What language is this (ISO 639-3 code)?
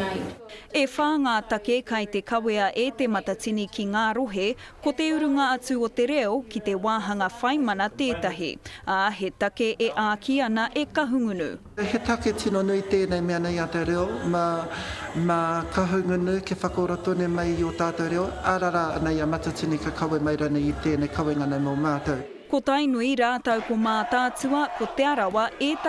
mri